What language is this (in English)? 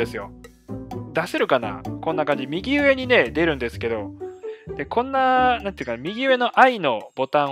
Japanese